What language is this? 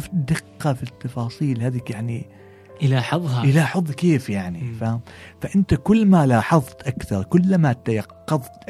Gulf Arabic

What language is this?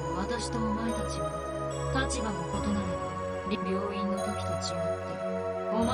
Japanese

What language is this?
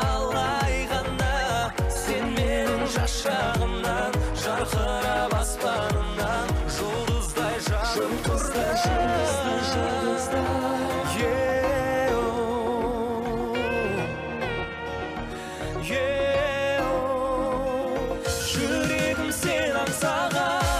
Kazakh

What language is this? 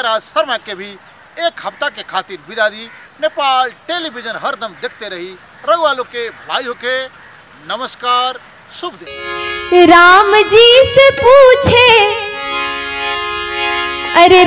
Bhojpuri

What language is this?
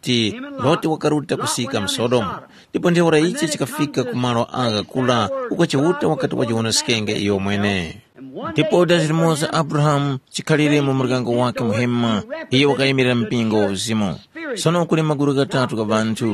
Tumbuka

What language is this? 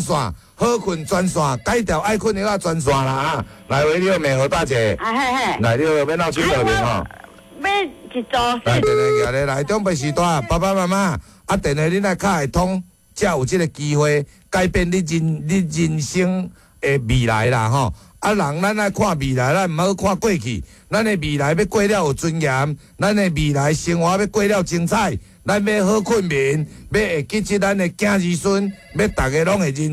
Min Nan Chinese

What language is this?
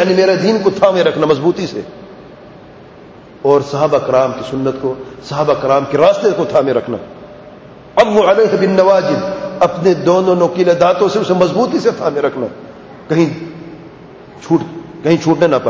Urdu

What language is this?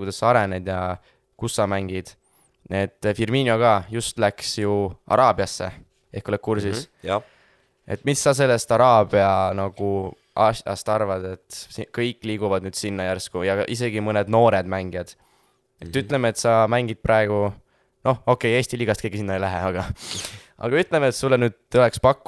Estonian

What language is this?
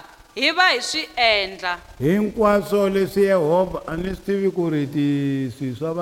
Tsonga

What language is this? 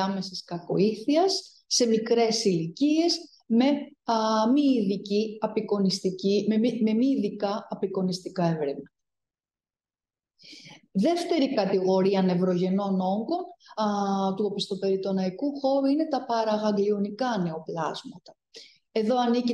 Greek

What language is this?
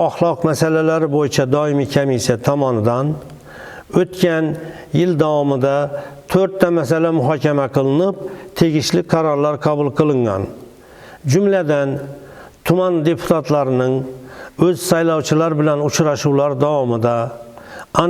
Uzbek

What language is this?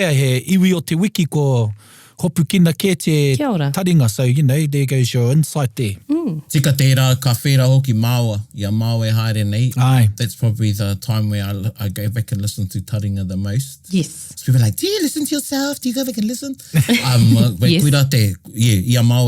Māori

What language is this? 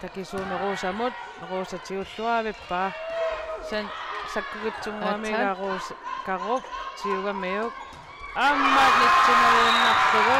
Kalaallisut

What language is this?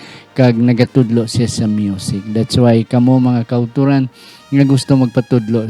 Hiligaynon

